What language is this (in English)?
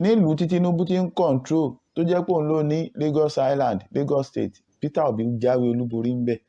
Yoruba